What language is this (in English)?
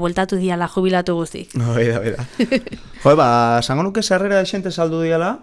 Basque